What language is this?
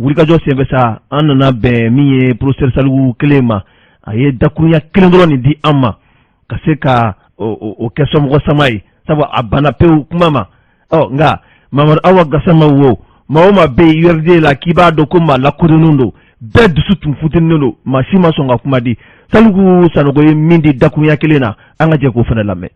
Bambara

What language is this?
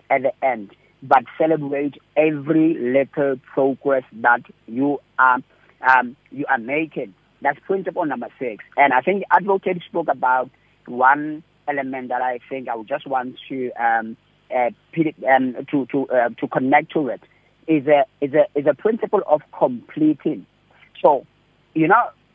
English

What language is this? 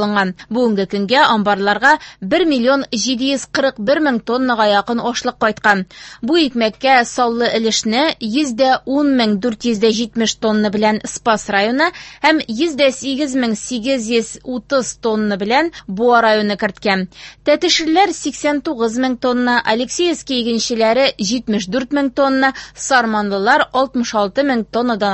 Tatar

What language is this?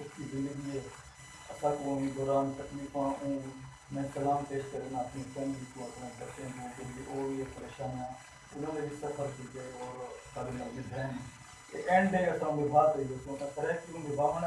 Saraiki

